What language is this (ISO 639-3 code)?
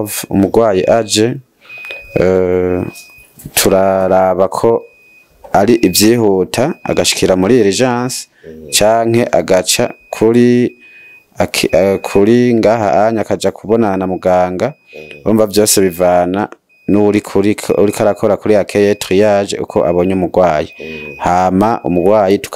run